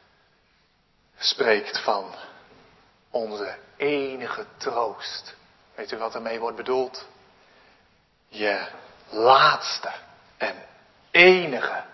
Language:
Dutch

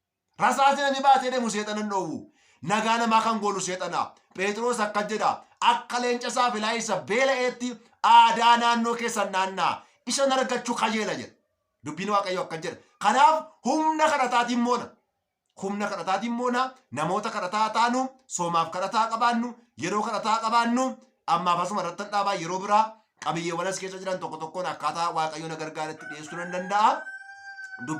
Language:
Oromo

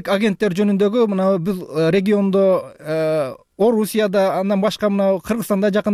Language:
Kyrgyz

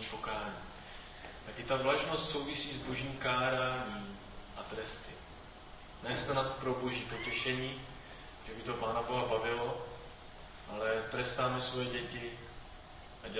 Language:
Czech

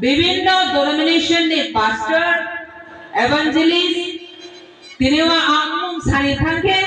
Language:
Riang (India)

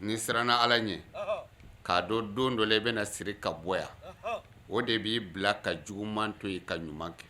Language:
Bambara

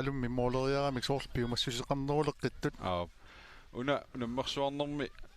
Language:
Kalaallisut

